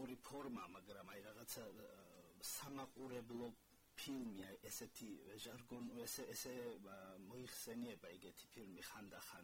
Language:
Georgian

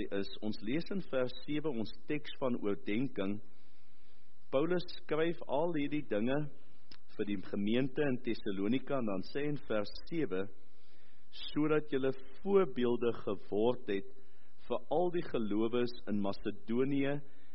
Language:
Afrikaans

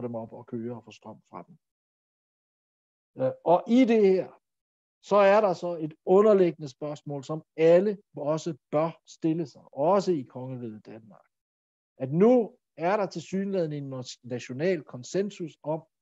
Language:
Danish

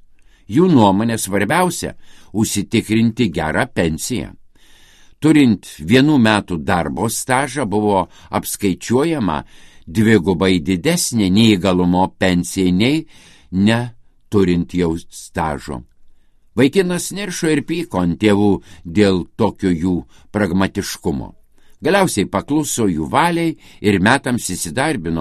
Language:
Lithuanian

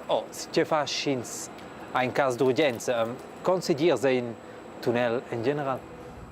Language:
Romansh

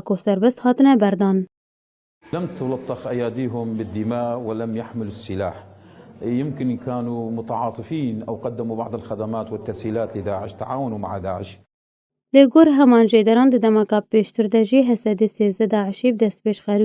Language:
Kurdish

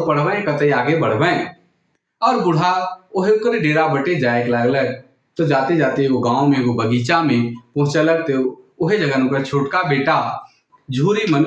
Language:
Sadri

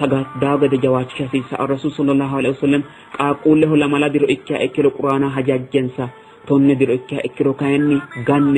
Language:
Sidamo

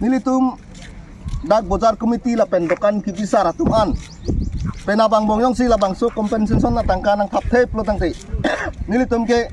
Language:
Karbi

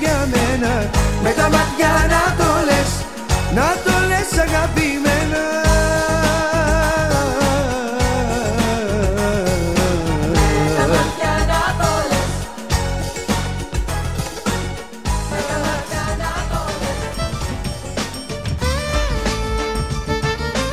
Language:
Greek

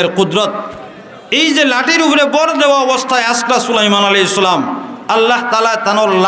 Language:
Sylheti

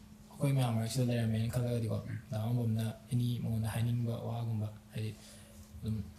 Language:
Manipuri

